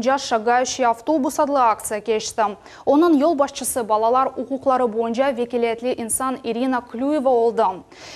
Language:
Crimean Tatar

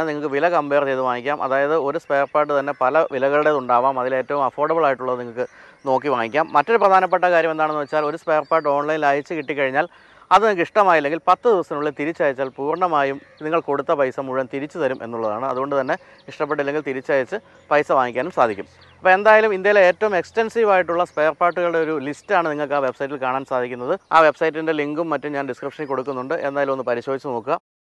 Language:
Malayalam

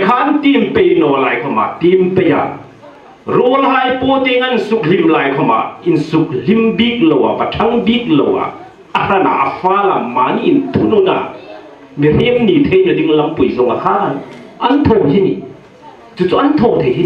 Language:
Hmar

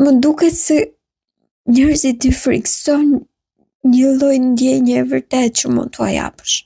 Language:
Albanian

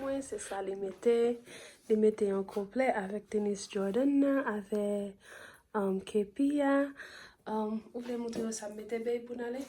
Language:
Haitian Creole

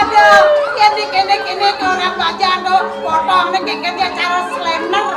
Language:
Balinese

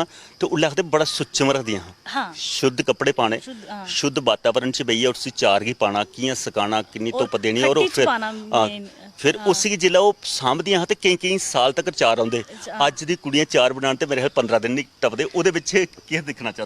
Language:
Dogri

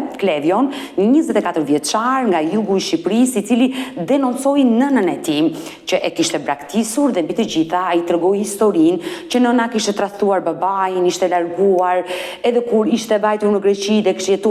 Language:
Albanian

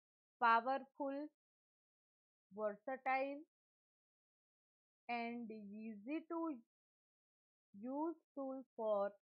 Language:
Gujarati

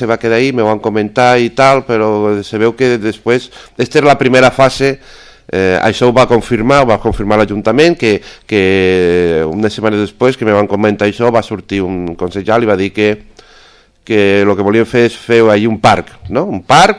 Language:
Catalan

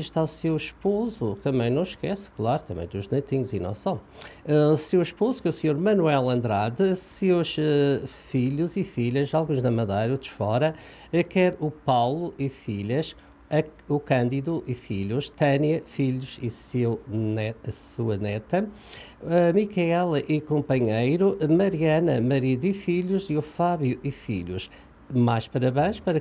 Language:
Portuguese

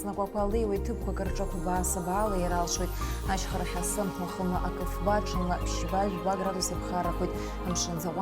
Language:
Abkhazian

